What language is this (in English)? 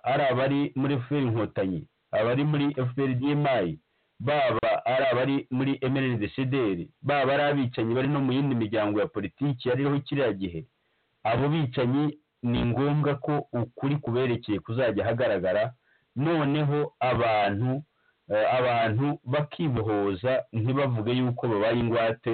Kinyarwanda